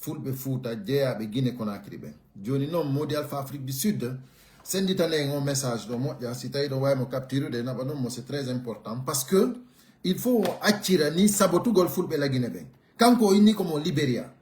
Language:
Pular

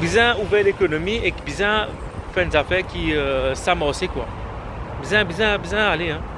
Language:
Morisyen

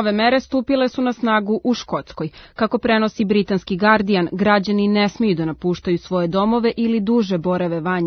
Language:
Serbian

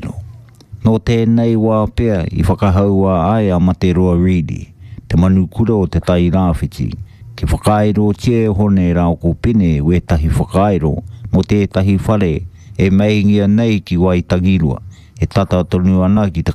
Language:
Māori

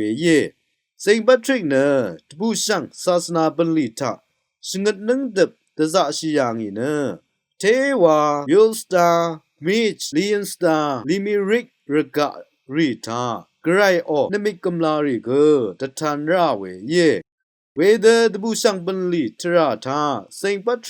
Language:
Rawang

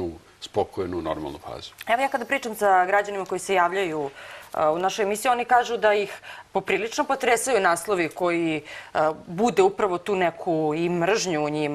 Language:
Serbian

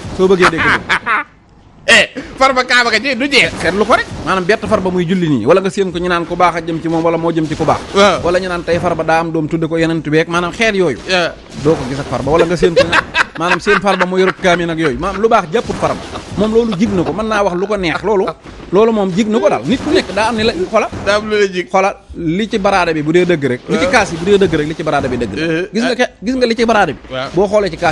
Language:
Wolof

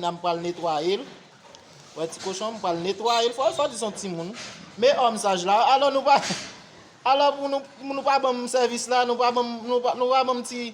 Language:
Haitian Creole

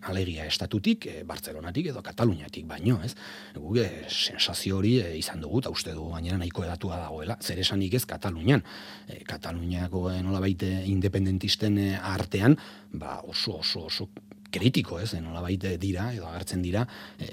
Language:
Basque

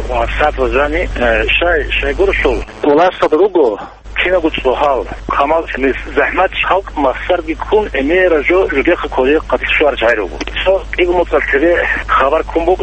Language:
Avaric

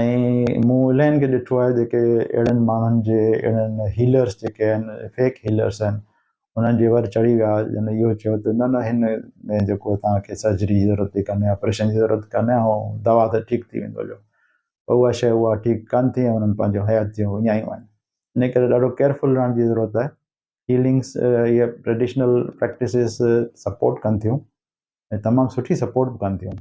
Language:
Sindhi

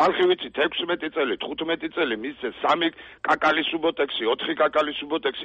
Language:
Georgian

